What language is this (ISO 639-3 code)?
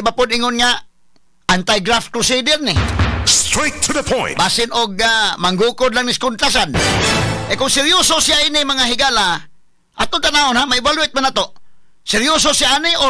ceb